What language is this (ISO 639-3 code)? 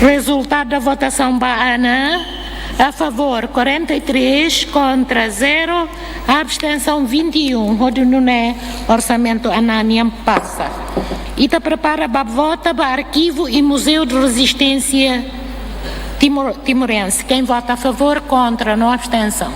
tet